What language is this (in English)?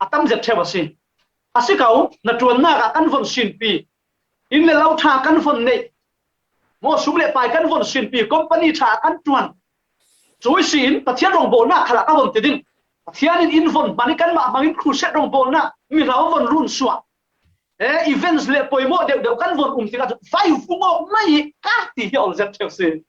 Falam Chin